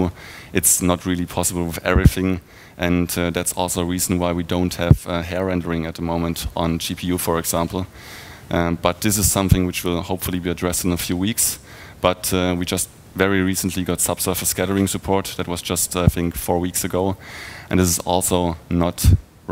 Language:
English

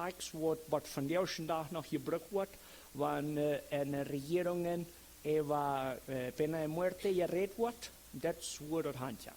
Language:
Plautdietsch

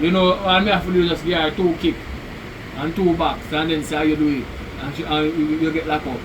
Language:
Jamaican Creole English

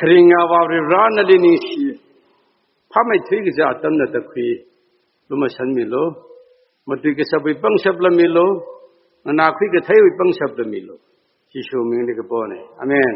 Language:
Tangkhul Naga (India)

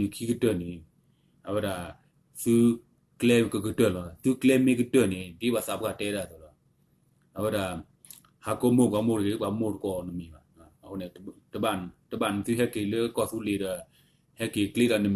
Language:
S'gaw Karen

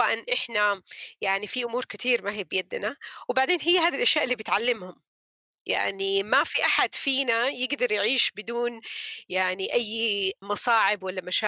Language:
North Levantine Arabic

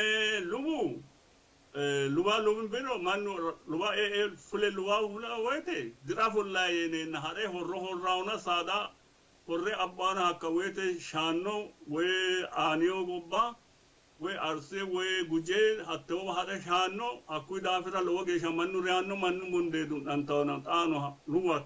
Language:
Sidamo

